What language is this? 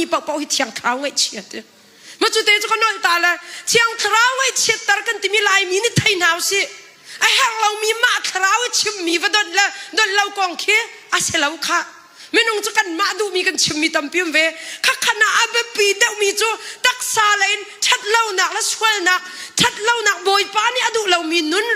Hakha Chin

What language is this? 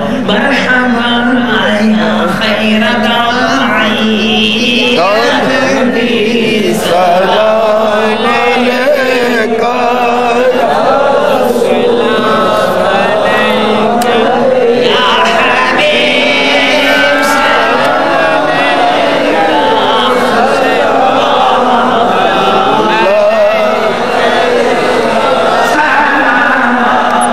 Urdu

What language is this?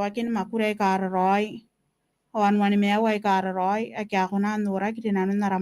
Gilbertese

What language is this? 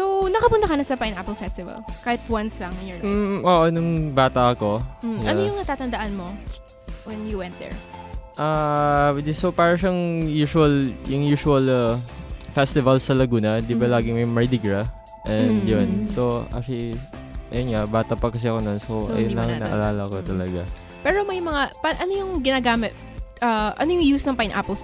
Filipino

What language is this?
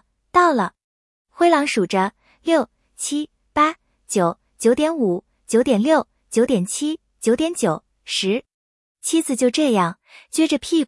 Chinese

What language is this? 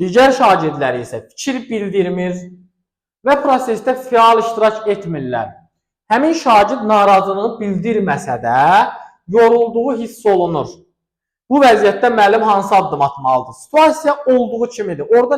Azerbaijani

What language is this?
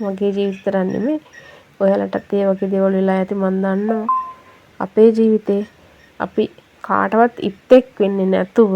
Sinhala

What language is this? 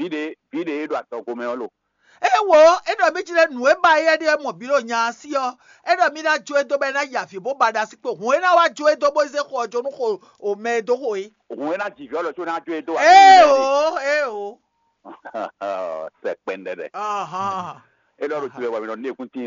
Fon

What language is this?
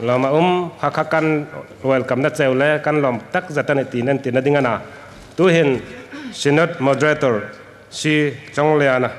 Hmar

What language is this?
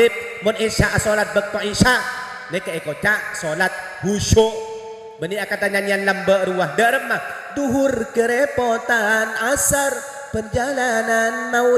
Madurese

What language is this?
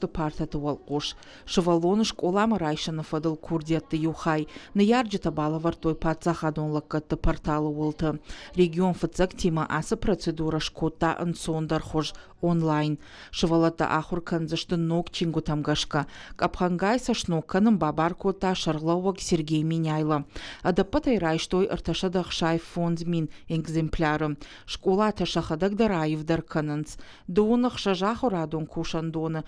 Ossetic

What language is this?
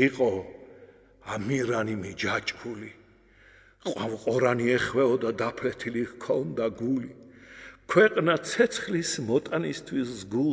Georgian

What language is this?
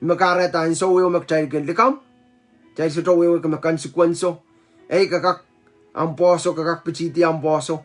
Pohnpeian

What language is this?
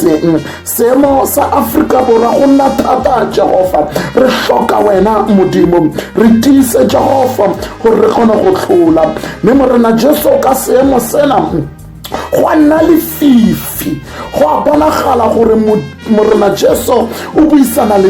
Tswana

